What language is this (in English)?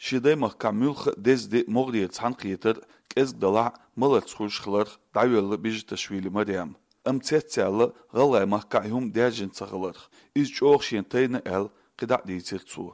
Chechen